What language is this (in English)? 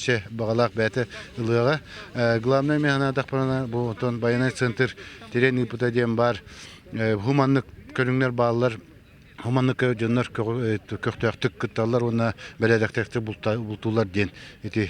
Yakut